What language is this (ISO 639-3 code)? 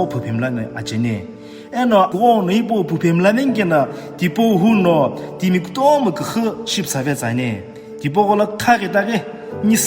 nsm